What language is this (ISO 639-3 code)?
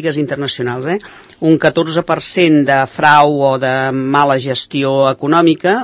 cat